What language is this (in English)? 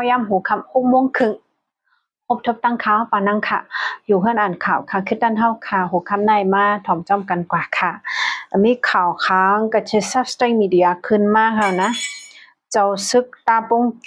Shan